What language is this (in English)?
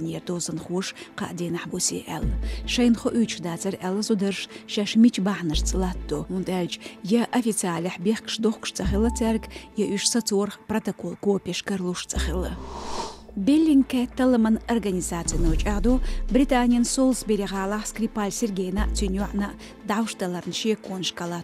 Chechen